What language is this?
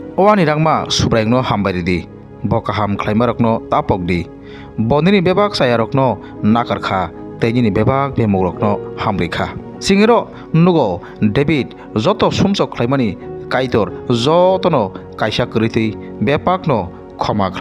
Kok Borok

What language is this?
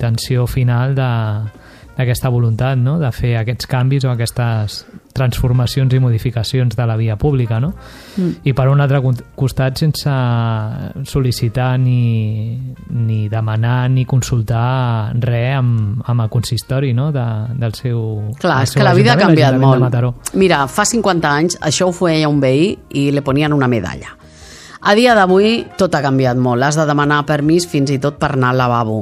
Catalan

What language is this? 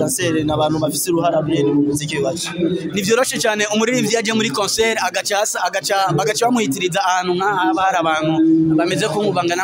Rundi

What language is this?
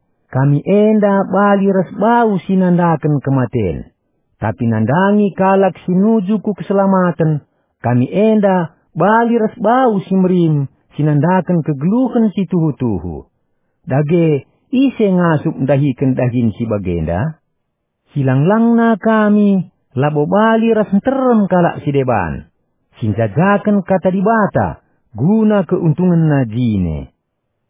Batak Karo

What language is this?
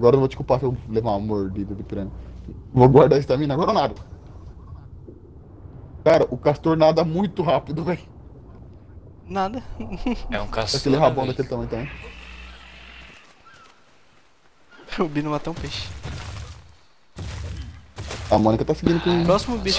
Portuguese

